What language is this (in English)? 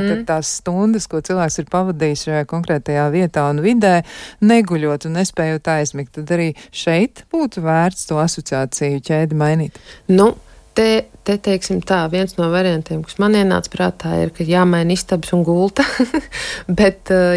Latvian